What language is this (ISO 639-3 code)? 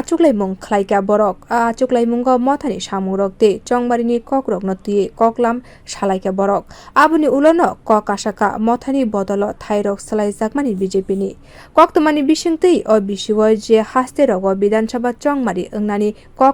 trp